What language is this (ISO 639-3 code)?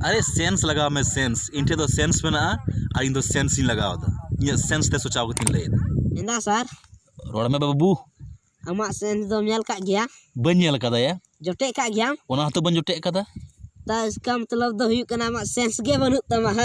sat